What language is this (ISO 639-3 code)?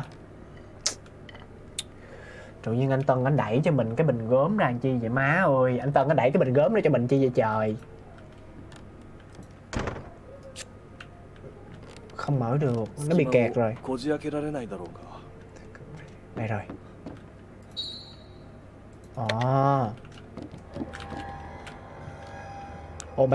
vie